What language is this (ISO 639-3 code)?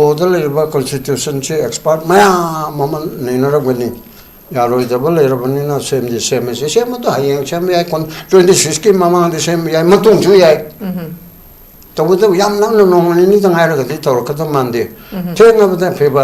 mni